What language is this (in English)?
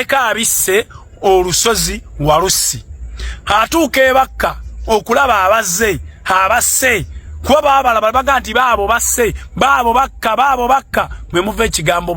Ganda